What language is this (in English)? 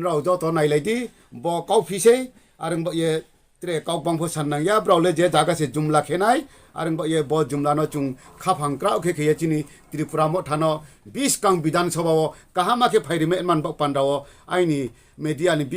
Riang (India)